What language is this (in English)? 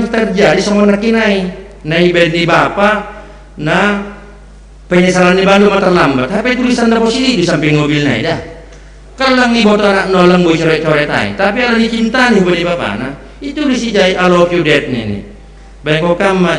Batak Simalungun